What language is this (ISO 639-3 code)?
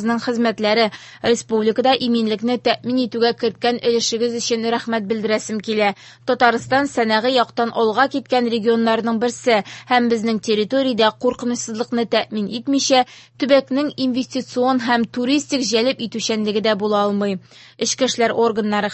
tat